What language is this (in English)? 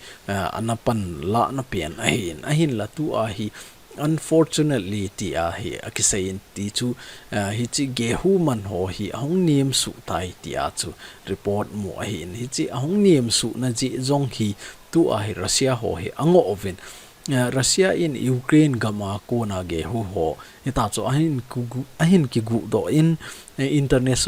Thado Chin